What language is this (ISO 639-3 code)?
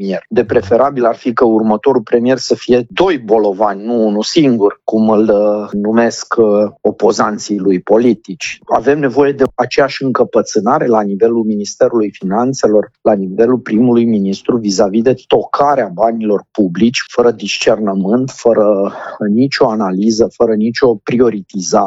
ron